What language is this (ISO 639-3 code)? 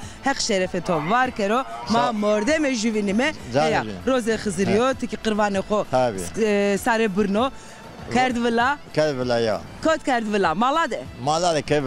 zza